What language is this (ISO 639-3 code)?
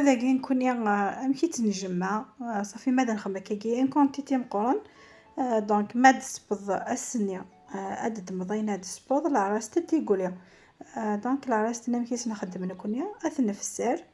kab